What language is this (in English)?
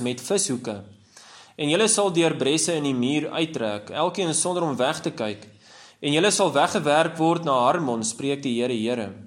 Afrikaans